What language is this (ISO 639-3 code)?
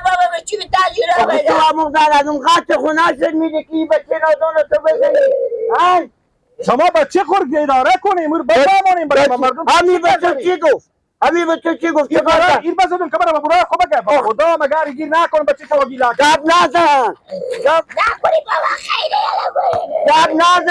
fas